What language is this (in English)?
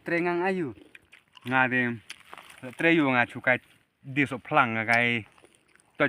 Khasi